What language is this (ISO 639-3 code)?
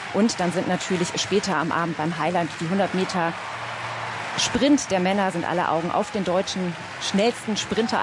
deu